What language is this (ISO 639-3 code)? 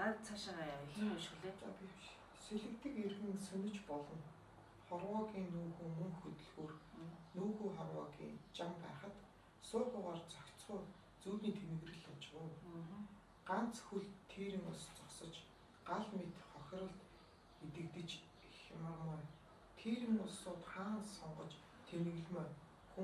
mon